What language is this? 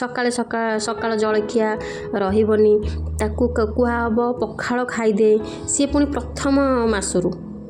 Odia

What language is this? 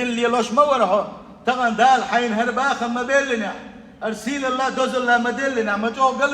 Chechen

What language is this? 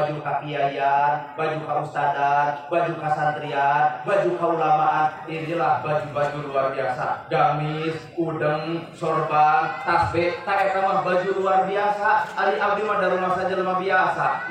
Sundanese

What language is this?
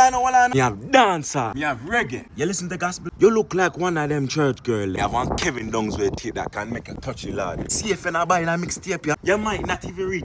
Jamaican Creole English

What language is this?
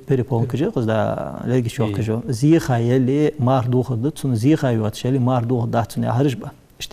Ingush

